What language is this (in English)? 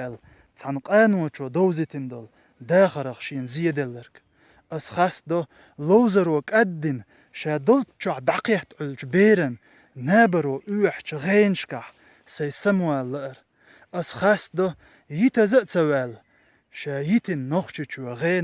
Chechen